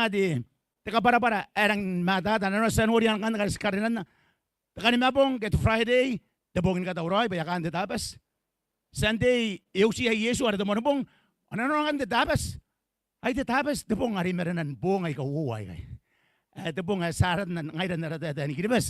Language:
Gilbertese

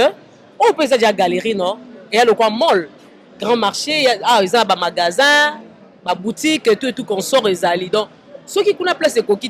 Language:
Lingala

